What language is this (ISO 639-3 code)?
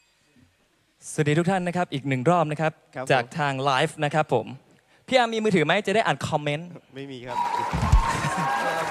tha